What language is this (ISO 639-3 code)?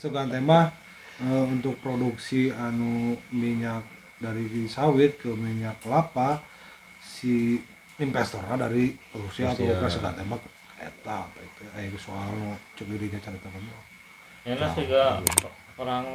sun